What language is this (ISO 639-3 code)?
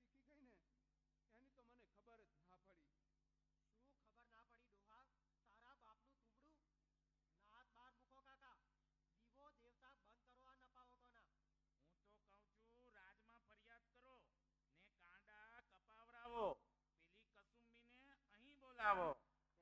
guj